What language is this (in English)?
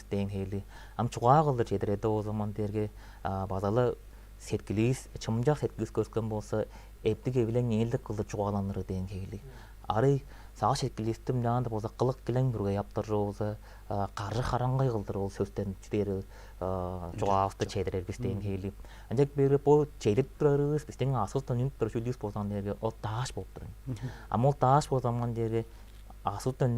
Tuvinian